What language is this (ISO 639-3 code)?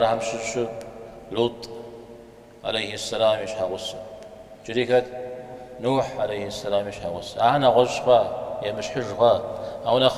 kbd